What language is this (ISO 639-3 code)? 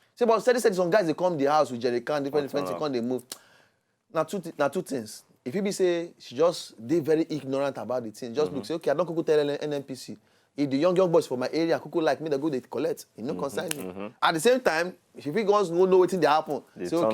pcm